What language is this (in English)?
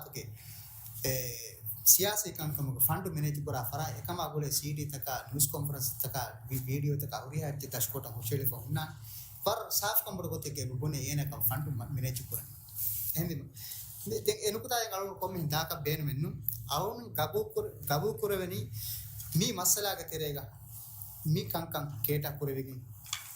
Divehi